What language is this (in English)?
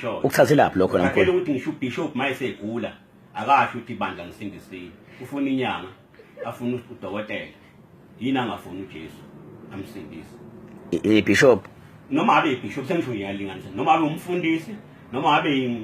Zulu